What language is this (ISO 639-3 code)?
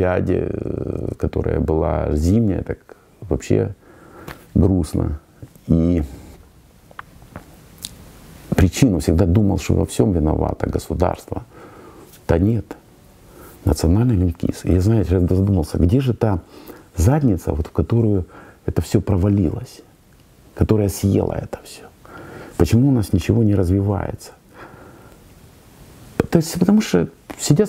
rus